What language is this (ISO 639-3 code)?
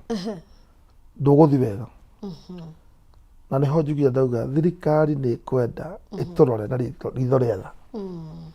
kik